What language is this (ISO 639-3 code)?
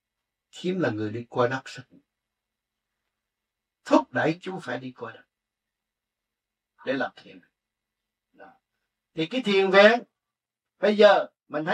vie